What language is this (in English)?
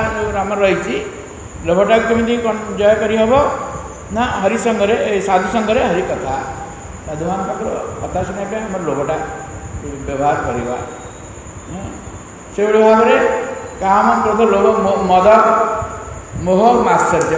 Odia